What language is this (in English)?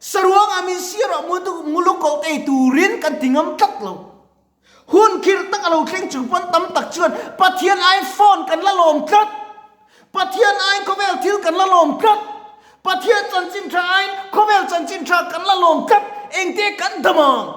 Mizo